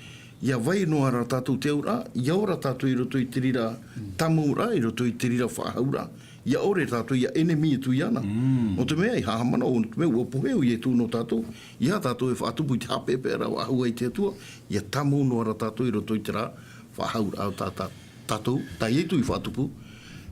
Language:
Tahitian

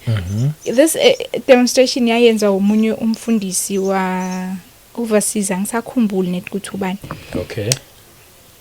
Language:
Zulu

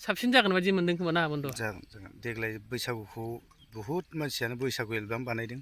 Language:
Bodo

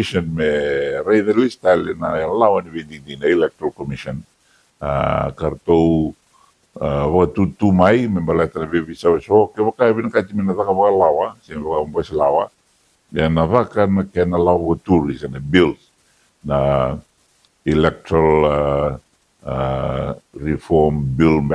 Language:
Fijian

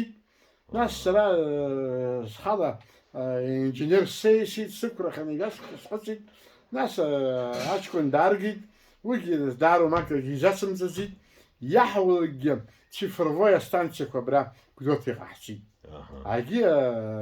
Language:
Abkhazian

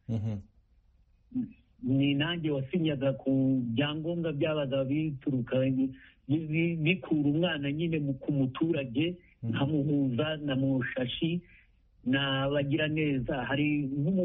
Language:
Kinyarwanda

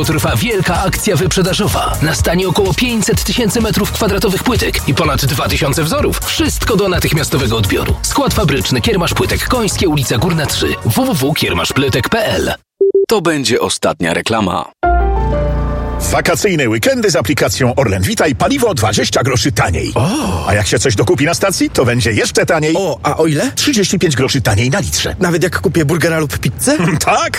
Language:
Polish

